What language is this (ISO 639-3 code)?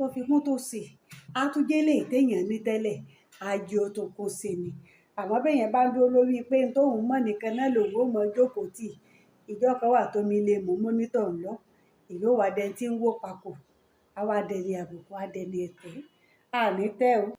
yor